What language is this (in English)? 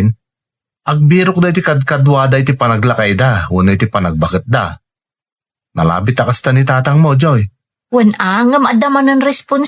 Iloko